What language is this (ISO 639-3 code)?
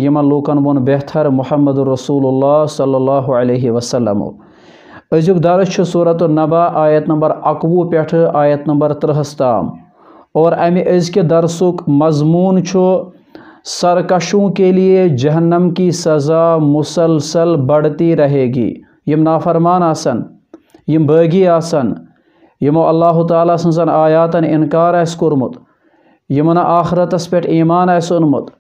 kas